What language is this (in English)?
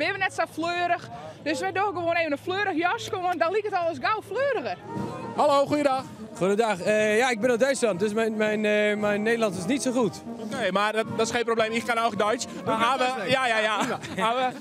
Western Frisian